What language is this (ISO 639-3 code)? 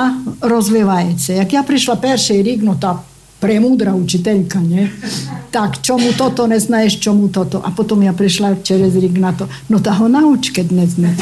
ukr